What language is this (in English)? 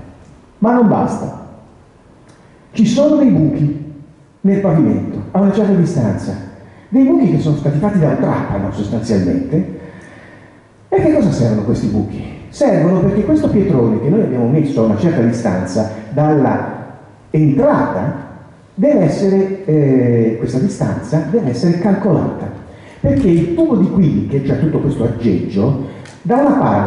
Italian